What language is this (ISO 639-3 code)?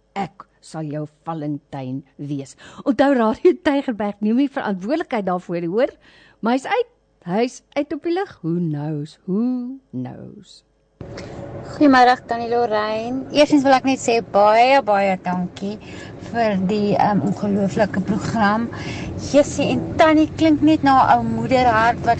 afr